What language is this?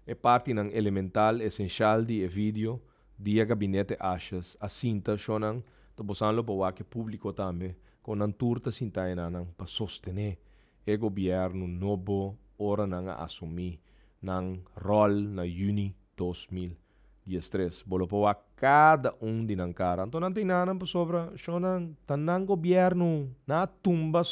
Papiamento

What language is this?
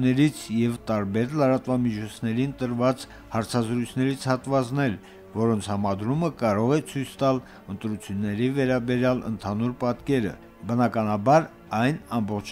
Armenian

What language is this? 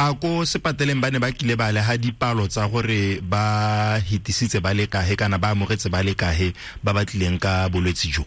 Tswana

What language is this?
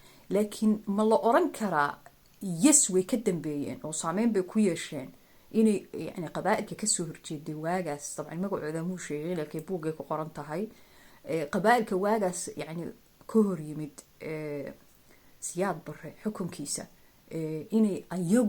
Somali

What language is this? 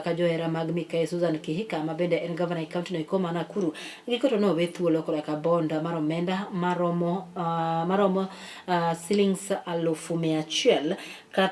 Luo (Kenya and Tanzania)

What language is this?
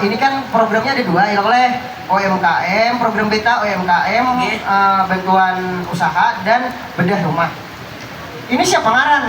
Banjar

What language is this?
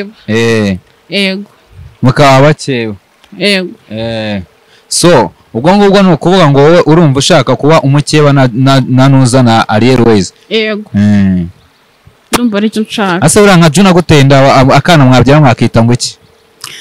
Kinyarwanda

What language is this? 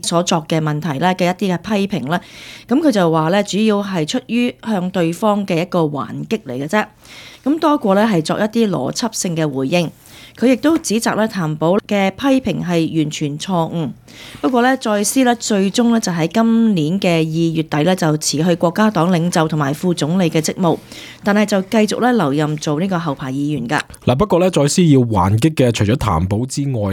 Cantonese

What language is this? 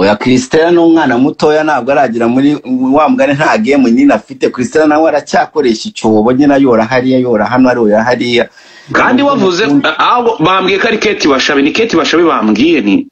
Kinyarwanda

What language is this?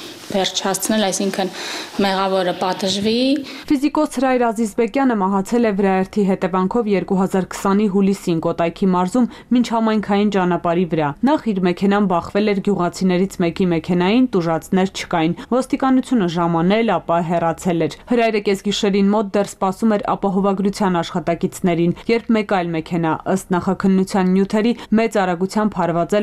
Armenian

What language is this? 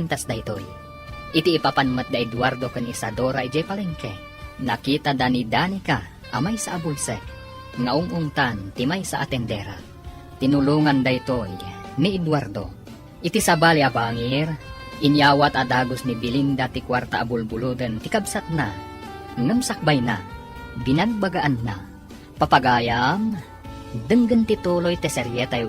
Iloko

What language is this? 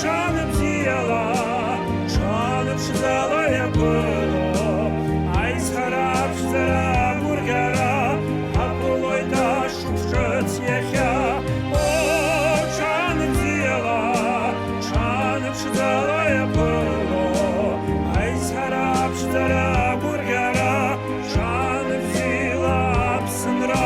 Abkhazian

